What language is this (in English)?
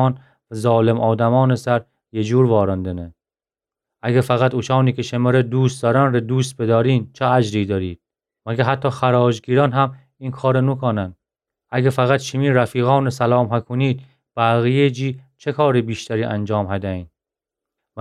Gilaki